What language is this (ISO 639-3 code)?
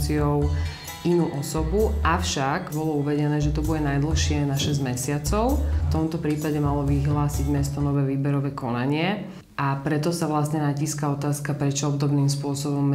slk